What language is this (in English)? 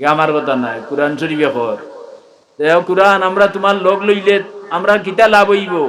Sylheti